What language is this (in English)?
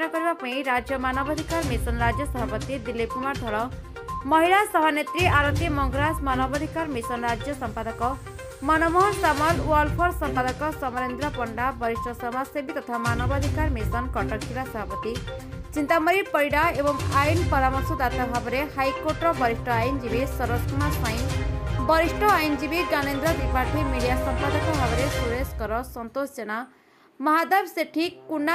Odia